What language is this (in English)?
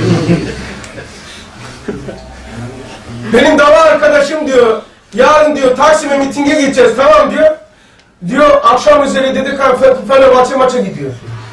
Turkish